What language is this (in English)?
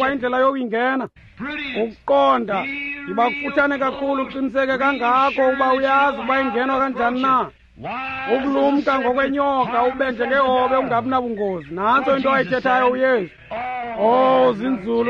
Xhosa